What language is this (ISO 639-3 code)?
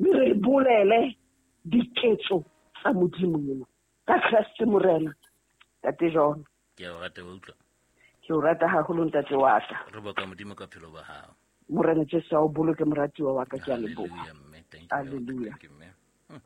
sot